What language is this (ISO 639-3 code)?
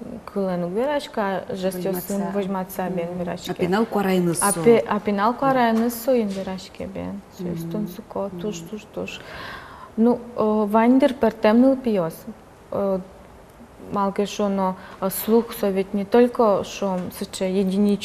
udm